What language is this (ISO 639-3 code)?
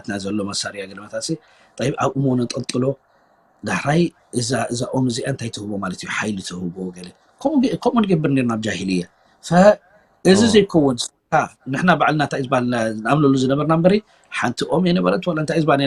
tir